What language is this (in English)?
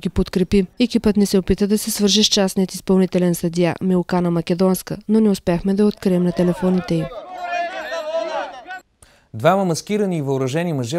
Bulgarian